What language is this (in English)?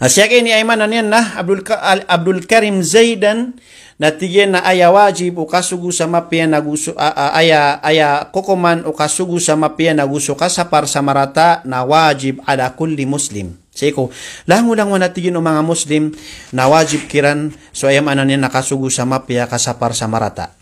Maranao